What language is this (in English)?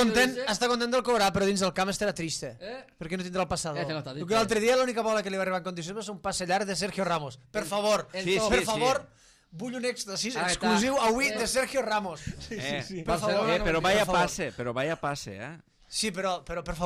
Catalan